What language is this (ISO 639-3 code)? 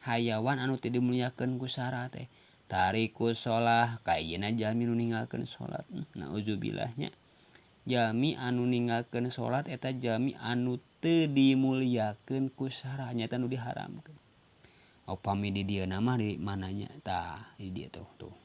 sun